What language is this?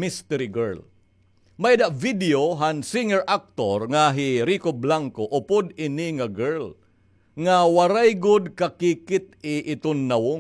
Waray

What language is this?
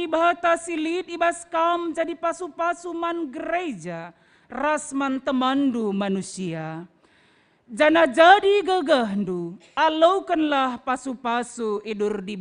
Batak Karo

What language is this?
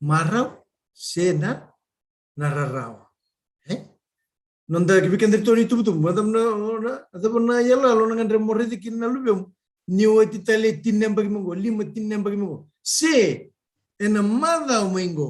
Fijian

